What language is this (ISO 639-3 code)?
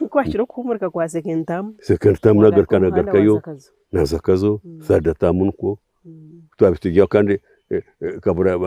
nyn